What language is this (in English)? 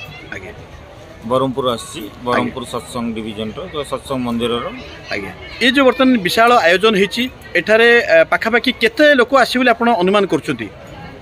Odia